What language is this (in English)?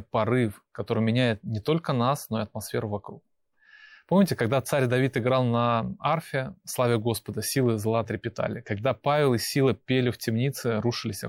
Russian